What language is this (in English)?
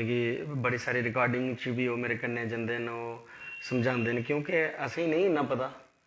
Dogri